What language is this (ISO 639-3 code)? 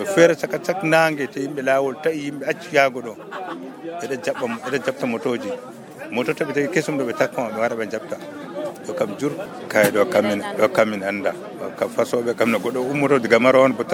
fuv